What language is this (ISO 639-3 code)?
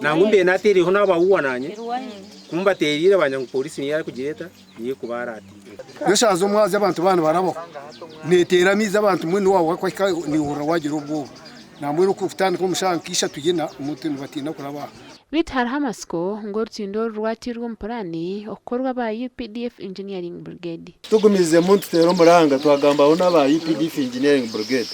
nyn